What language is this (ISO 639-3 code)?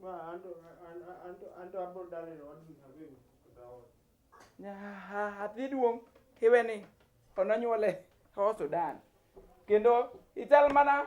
luo